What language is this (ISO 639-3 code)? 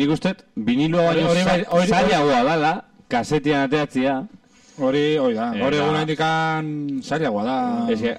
eus